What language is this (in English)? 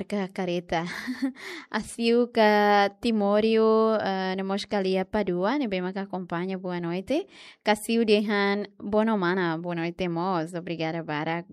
Tetum